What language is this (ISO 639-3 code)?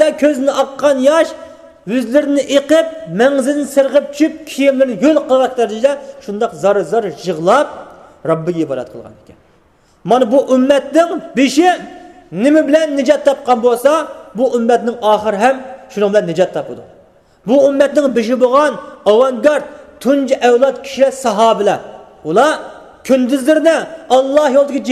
uig